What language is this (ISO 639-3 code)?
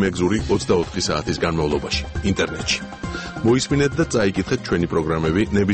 kat